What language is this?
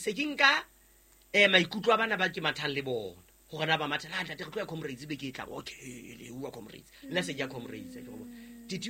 Southern Sotho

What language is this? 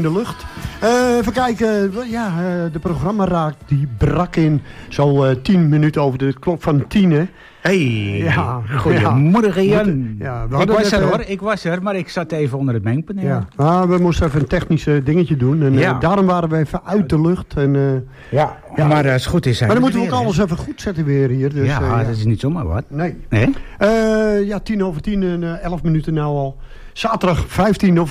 Dutch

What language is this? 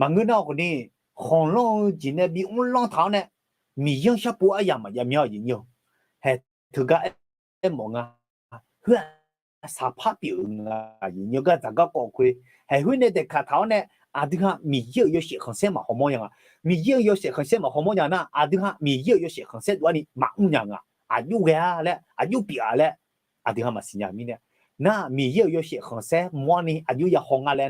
Akha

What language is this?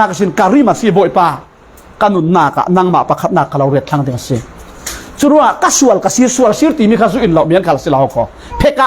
Falam Chin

